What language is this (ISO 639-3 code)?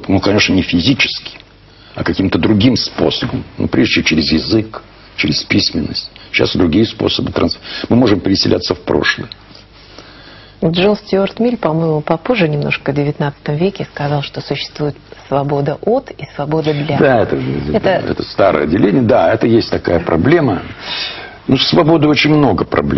rus